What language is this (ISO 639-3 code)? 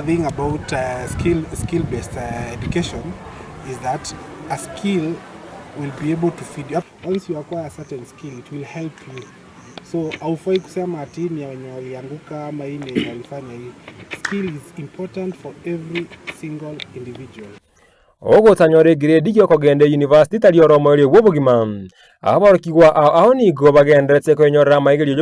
guz